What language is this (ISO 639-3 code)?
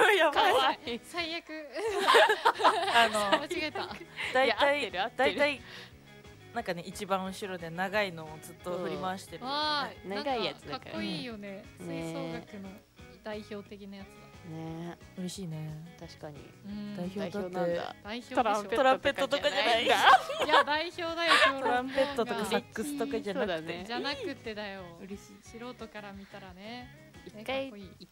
jpn